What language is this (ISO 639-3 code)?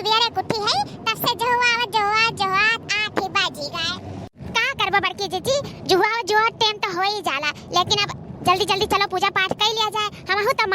awa